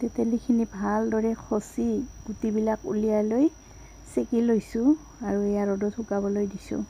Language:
Assamese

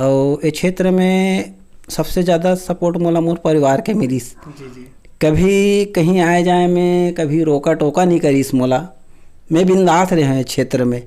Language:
Chhattisgarhi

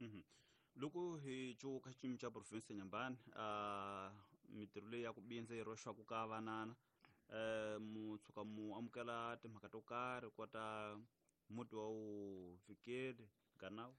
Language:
Tsonga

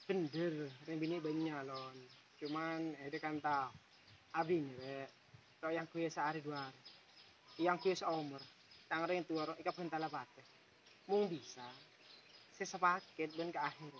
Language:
Madurese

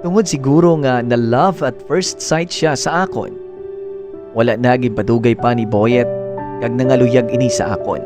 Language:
Hiligaynon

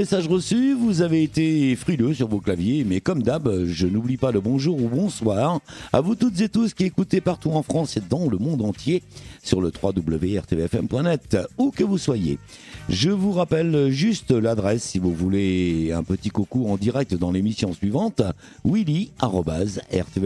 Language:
French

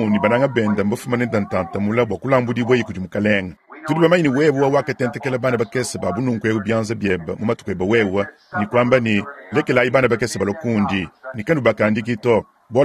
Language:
Luba-Lulua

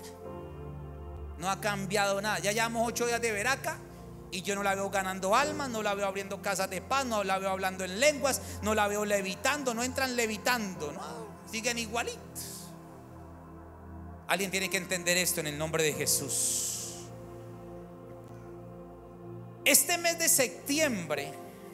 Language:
Spanish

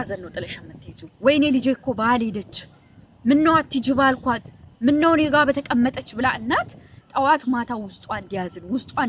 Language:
Amharic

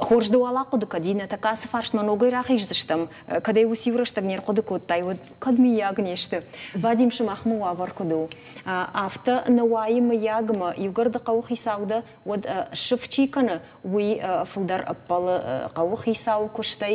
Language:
Ossetic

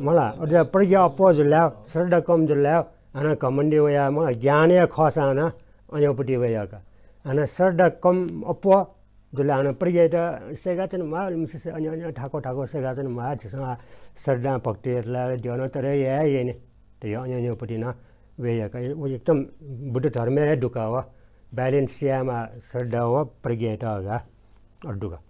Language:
Newari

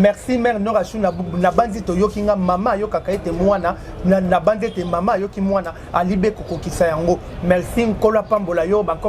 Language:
Lingala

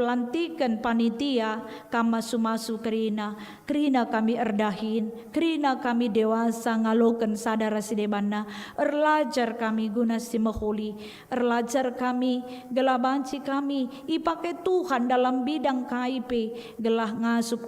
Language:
Batak Karo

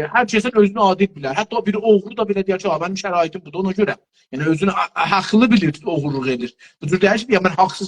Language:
South Azerbaijani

